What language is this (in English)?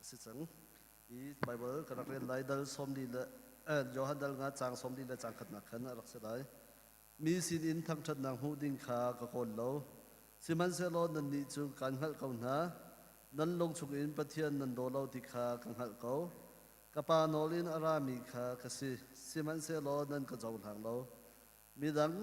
Hakha Chin